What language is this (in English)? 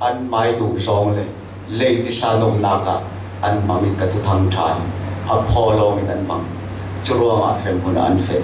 Falam Chin